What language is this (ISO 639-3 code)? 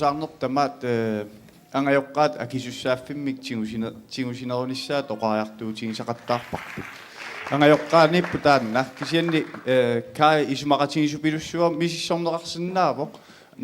kal